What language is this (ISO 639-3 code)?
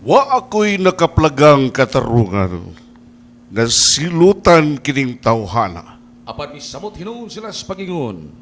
ceb